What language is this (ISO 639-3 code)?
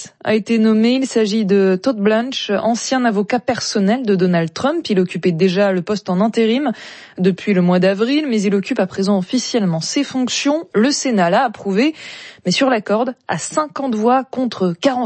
fra